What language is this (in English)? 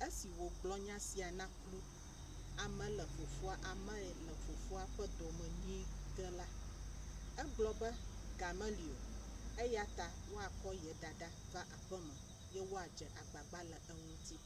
Ewe